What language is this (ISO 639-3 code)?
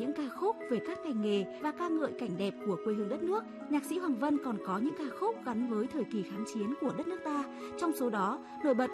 vie